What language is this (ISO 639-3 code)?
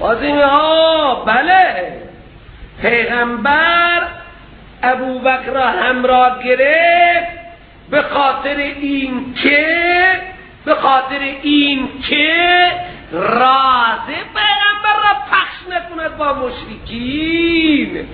fas